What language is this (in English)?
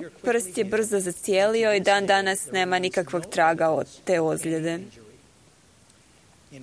Croatian